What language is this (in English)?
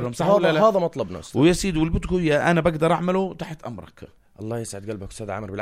North Levantine Arabic